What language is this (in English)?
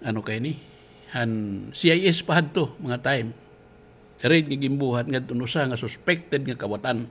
Waray